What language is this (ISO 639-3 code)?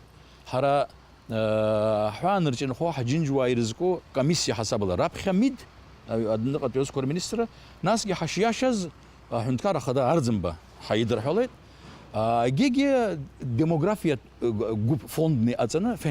abk